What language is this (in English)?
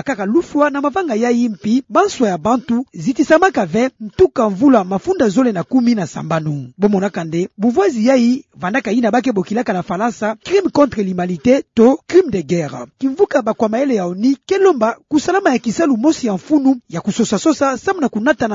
Kituba (Democratic Republic of Congo)